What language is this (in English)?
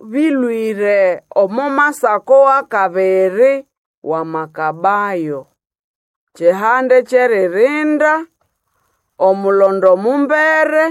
Nande